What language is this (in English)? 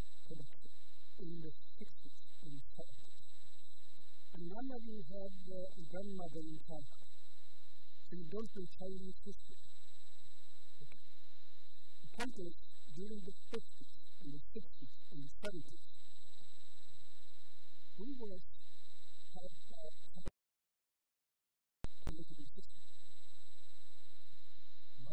English